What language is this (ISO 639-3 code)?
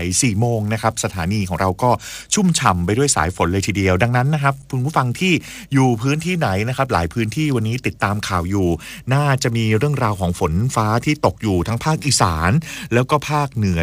tha